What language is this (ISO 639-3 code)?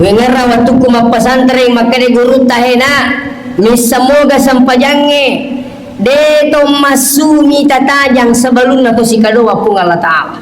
bug